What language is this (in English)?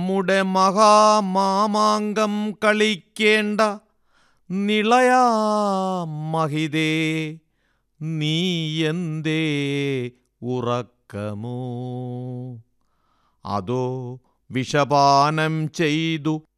Malayalam